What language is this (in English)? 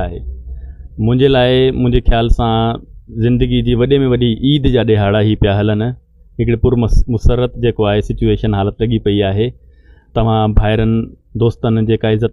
Sindhi